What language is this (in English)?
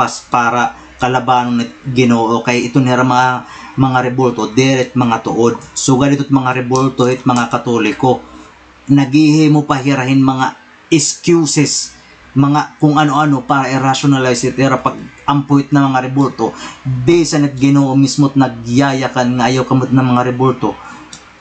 Waray